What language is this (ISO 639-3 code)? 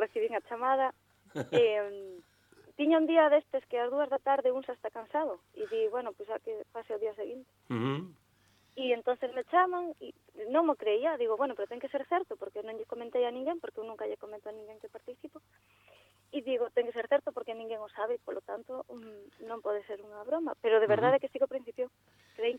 glg